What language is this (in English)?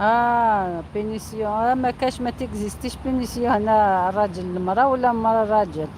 Algerian Arabic